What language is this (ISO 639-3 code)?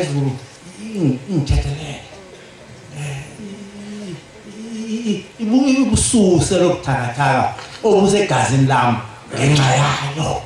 zul